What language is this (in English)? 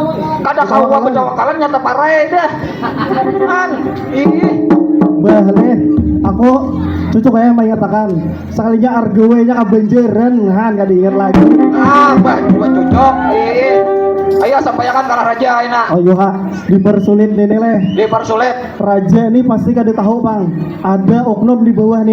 Banjar